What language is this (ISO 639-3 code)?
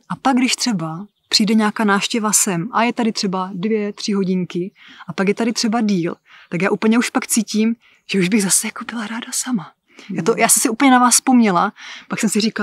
ces